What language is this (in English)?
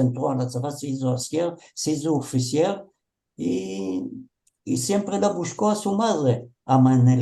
Ladino